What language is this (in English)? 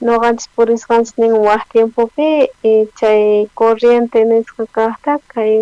South Bolivian Quechua